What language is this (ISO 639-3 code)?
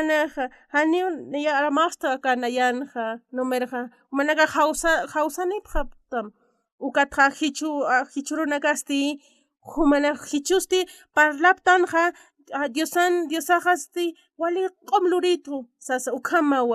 aym